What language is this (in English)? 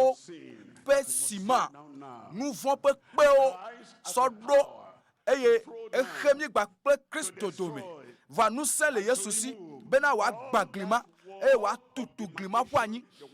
Ewe